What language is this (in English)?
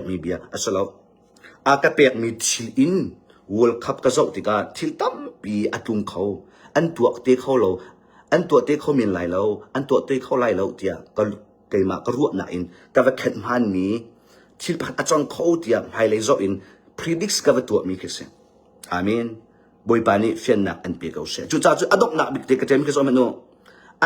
Hakha Chin